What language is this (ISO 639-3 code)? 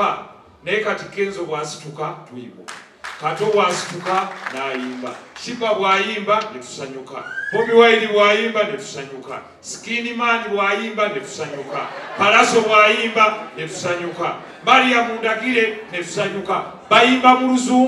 lug